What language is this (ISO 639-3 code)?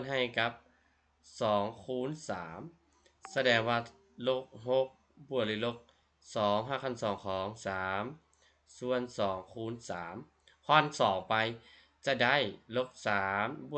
lao